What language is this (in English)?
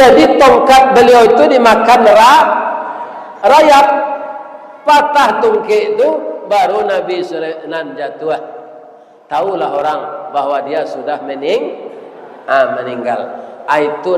Minangkabau